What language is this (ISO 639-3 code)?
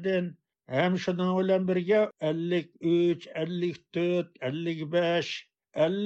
uig